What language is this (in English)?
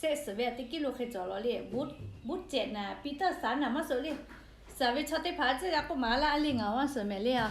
Lahu